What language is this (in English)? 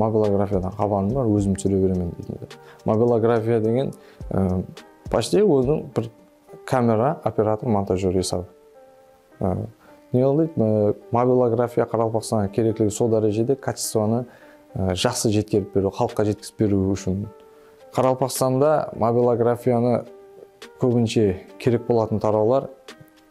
Kara-Kalpak